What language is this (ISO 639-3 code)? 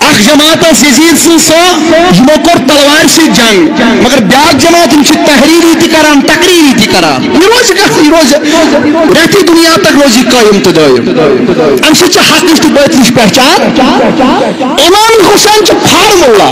kas